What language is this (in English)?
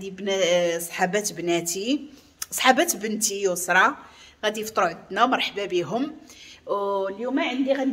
Moroccan Arabic